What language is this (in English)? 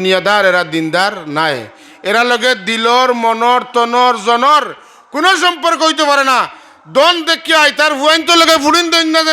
Sylheti